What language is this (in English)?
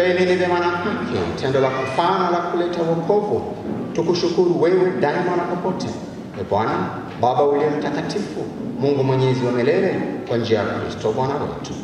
Swahili